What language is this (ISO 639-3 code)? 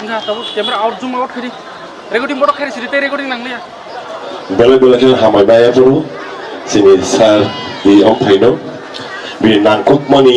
trp